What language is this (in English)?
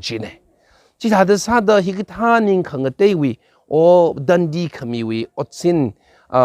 Tangkhul Naga (India)